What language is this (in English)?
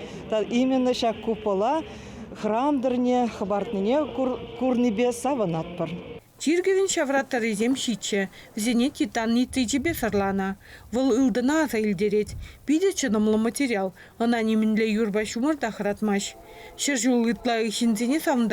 Chuvash